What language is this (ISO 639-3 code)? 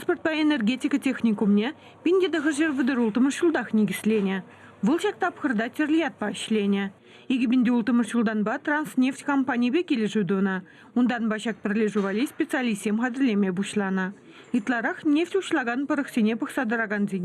chv